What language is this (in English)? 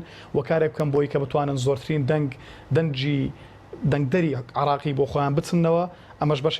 Central Kurdish